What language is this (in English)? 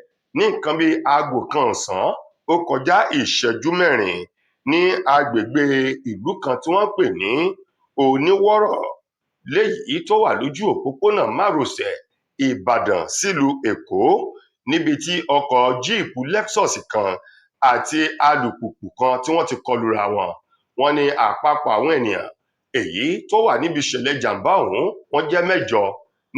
Yoruba